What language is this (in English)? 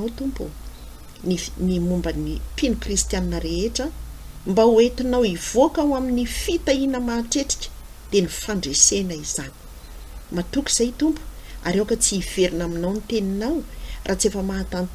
Malagasy